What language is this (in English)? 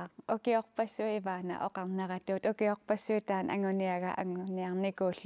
Kalaallisut